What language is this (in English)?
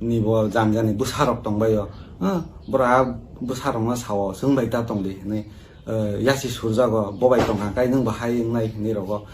Kok Borok